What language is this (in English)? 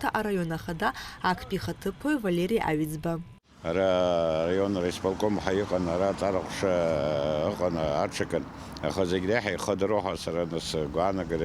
Abkhazian